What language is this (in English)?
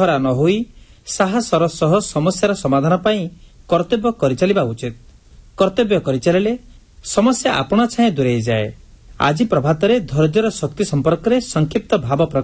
Odia